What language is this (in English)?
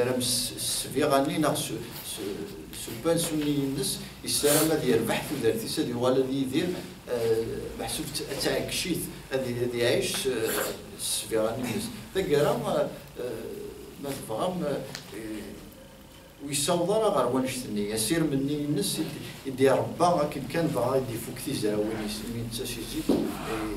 Kabyle